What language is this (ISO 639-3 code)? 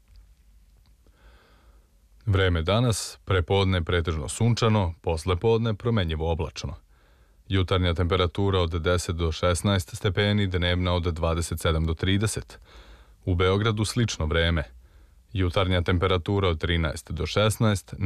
srp